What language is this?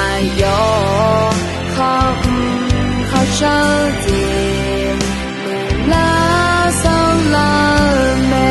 Akha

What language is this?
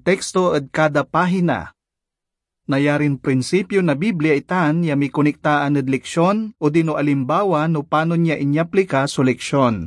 Pangasinan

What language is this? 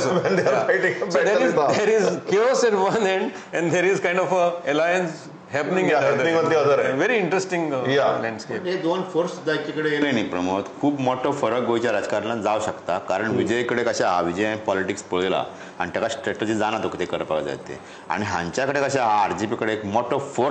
Konkani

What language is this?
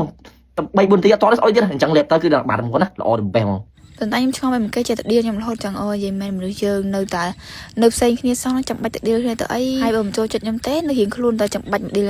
Khmer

